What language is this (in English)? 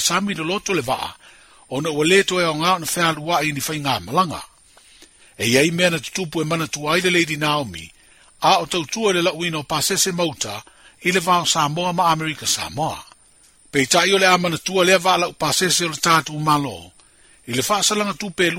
Samoan